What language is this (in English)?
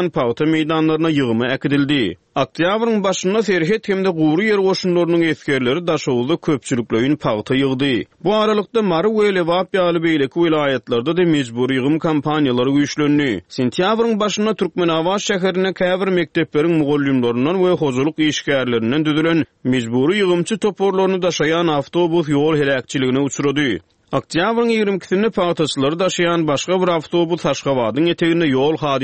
Turkmen